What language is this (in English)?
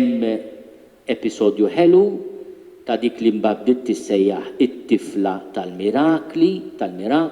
Maltese